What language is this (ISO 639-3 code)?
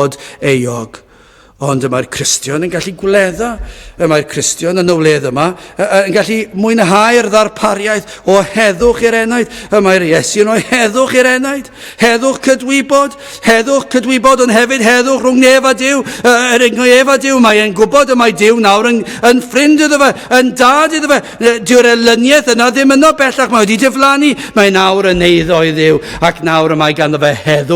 cym